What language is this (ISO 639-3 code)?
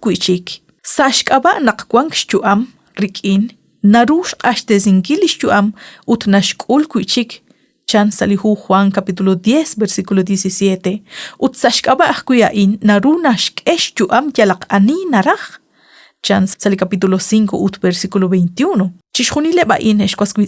kek